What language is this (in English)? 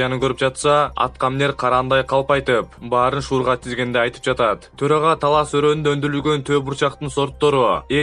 Kyrgyz